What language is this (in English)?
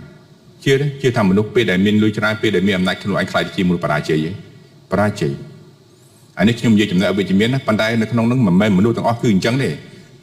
Khmer